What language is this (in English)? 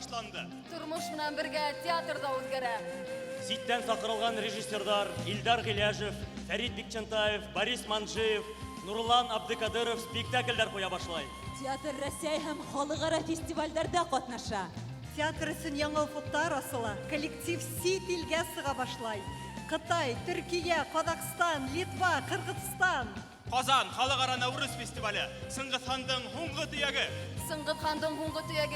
Bashkir